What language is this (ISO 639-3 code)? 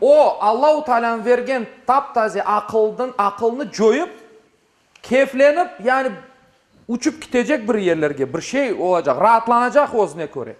crh